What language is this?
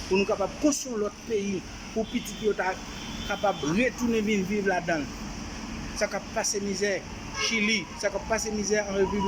Haitian Creole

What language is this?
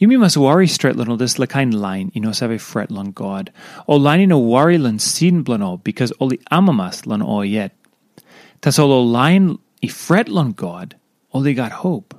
Tok Pisin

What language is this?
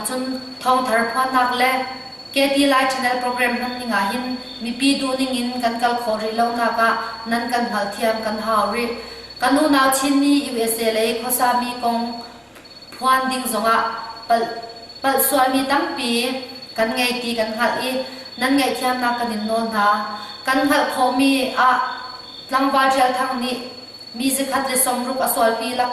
Hakha Chin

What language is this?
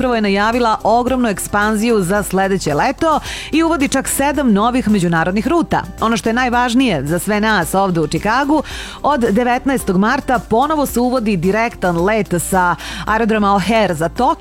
Serbian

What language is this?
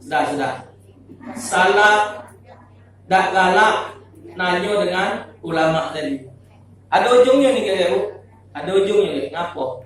Musi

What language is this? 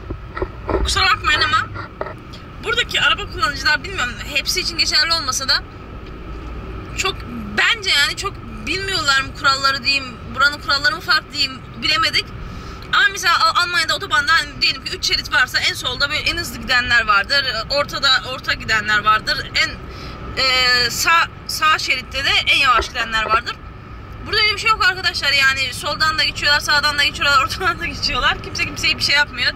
Turkish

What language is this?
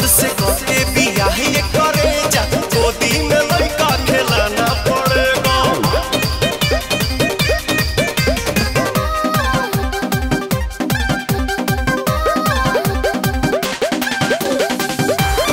Bhojpuri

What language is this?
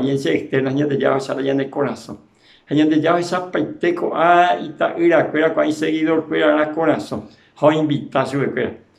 Guarani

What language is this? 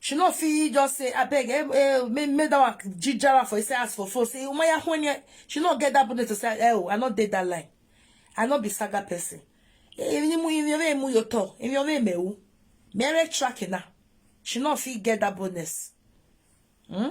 Nigerian Pidgin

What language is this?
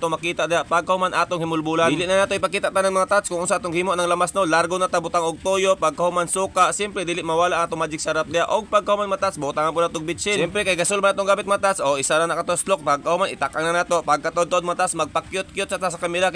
Cebuano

